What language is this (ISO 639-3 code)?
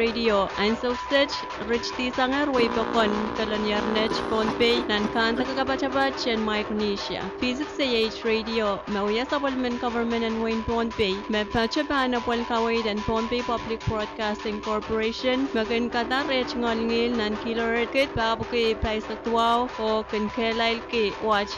pon